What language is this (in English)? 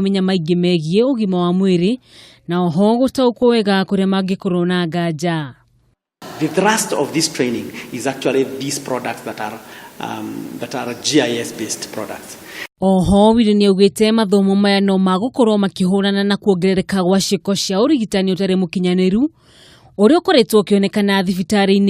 Kikuyu